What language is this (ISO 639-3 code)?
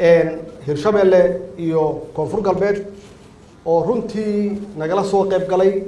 som